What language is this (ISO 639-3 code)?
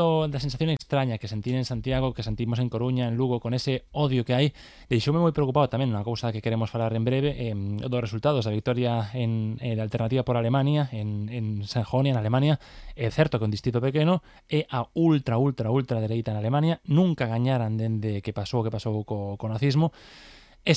glg